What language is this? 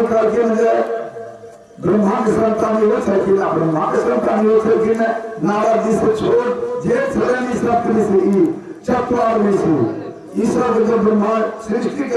Maithili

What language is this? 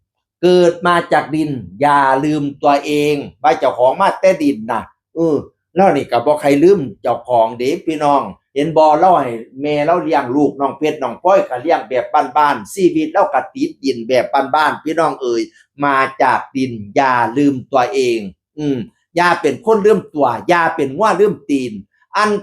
Northeastern Thai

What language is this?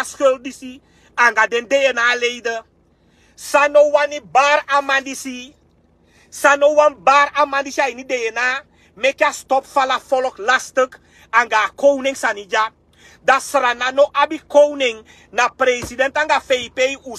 Sranan Tongo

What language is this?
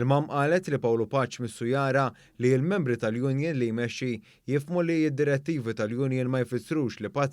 Maltese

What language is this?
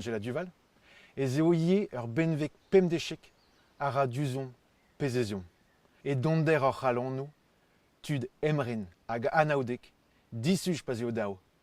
Breton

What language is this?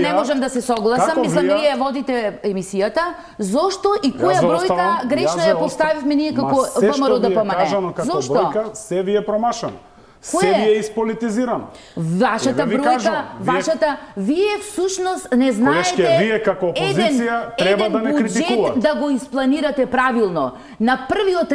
Macedonian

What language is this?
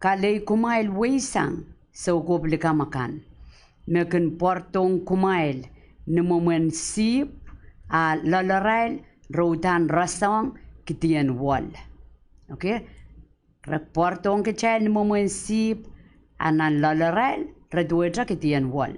Pohnpeian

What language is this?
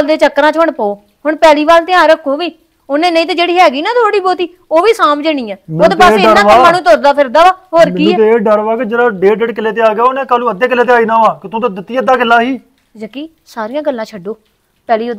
Punjabi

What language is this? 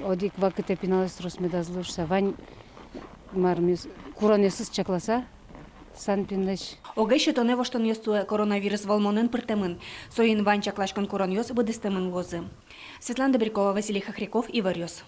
Udmurt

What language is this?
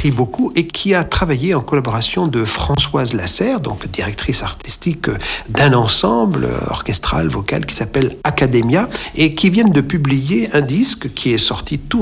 French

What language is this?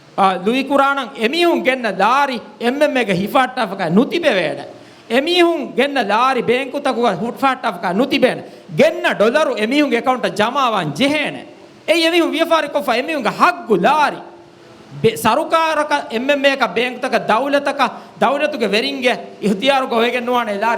Divehi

